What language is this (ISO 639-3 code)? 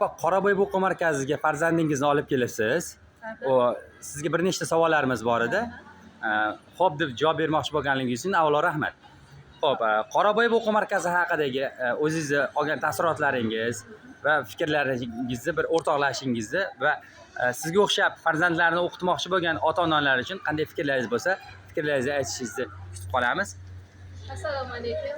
uzb